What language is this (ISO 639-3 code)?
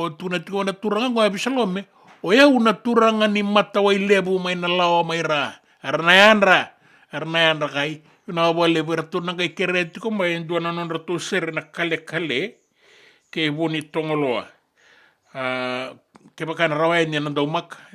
fij